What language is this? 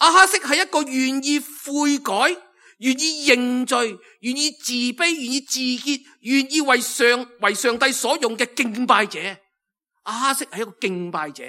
Cantonese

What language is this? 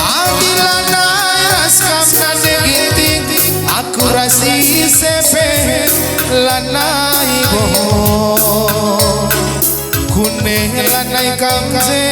Batak Karo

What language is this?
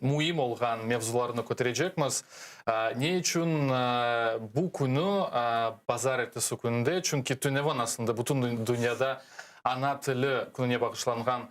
Crimean Tatar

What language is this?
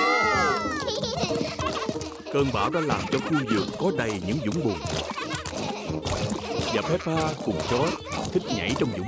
Vietnamese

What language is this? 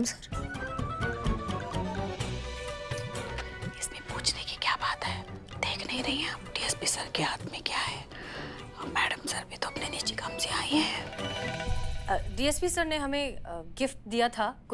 Hindi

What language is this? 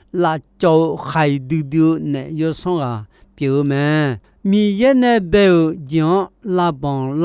Akha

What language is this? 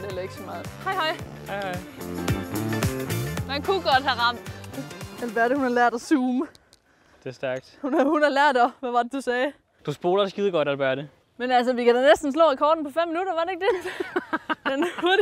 Danish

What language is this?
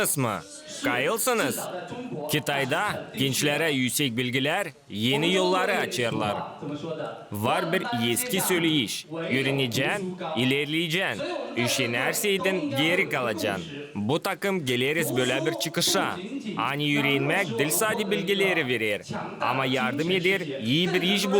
Gagauz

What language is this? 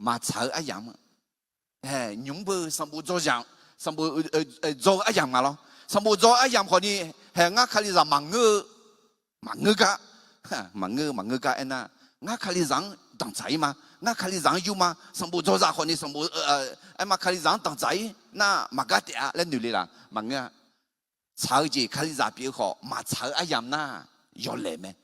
Akha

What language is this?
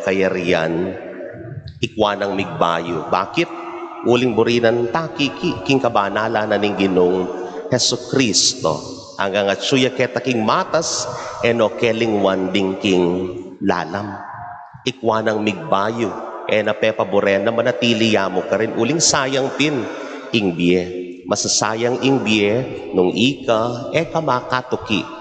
Pampanga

